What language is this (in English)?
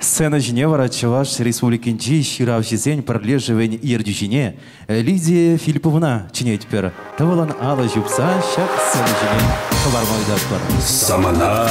Chuvash